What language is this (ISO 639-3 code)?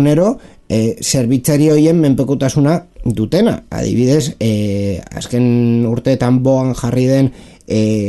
eus